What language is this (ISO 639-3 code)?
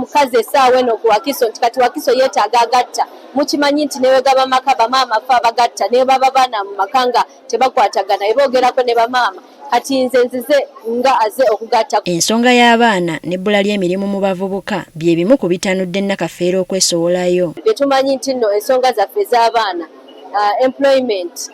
lug